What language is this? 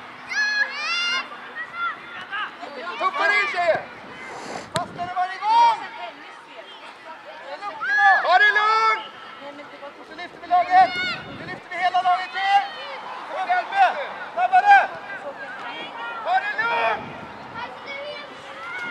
Swedish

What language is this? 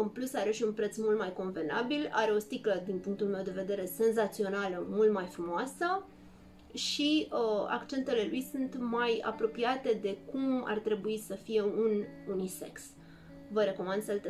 Romanian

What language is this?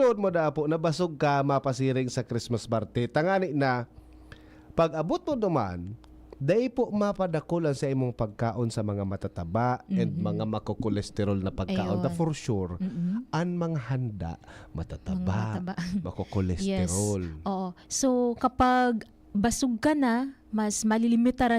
Bikol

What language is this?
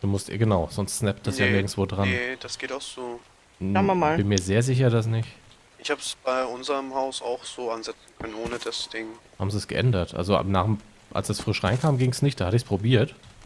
German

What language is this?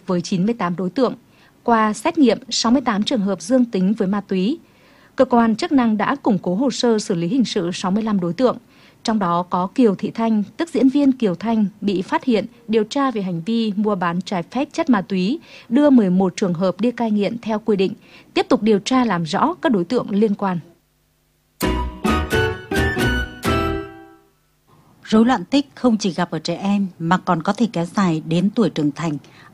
Vietnamese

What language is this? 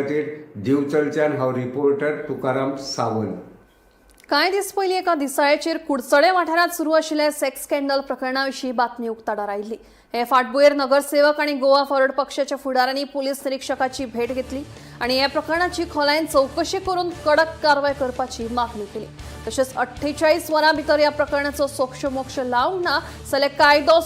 Konkani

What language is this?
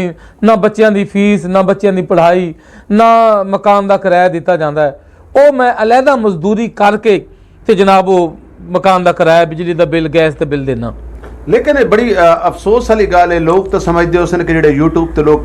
Western Panjabi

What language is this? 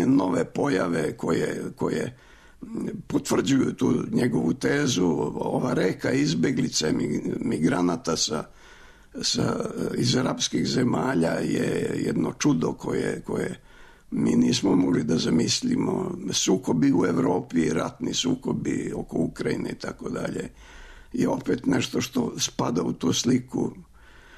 Serbian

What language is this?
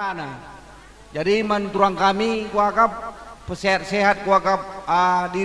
Batak Karo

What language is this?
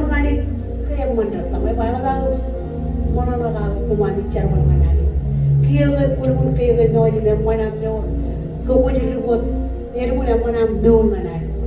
Marshallese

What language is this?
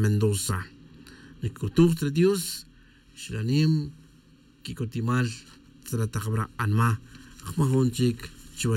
Tz'utujil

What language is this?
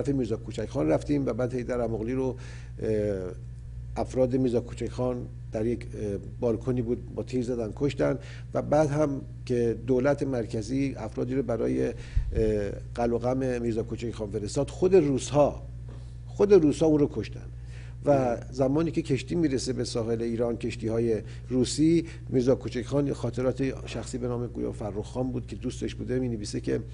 Persian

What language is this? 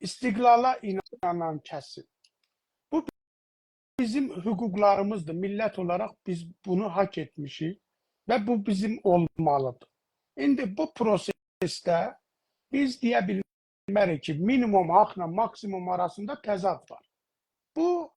South Azerbaijani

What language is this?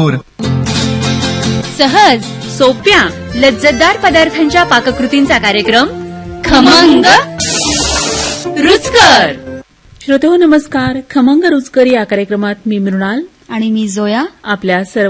Marathi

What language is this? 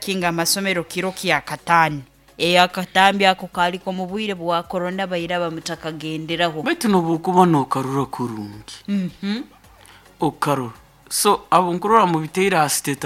Nyoro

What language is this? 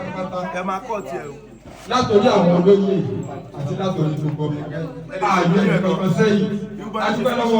Yoruba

